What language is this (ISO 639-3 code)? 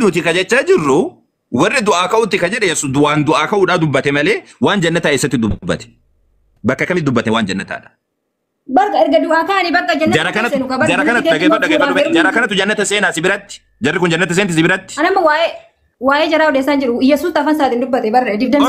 orm